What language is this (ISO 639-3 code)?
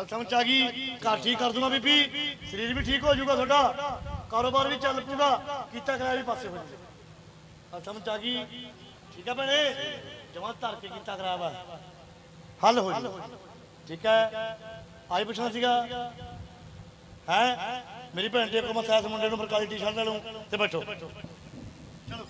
pan